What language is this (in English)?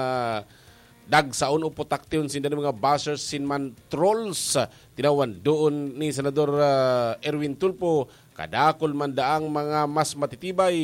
Bikol